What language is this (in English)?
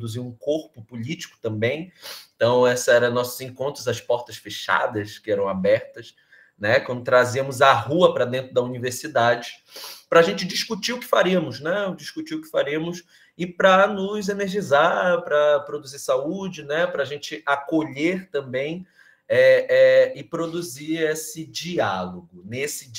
Portuguese